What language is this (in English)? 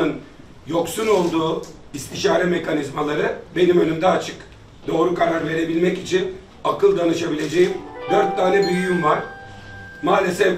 Turkish